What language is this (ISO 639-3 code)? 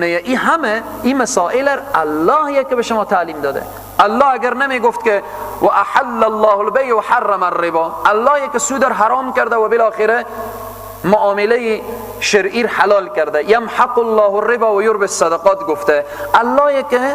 fas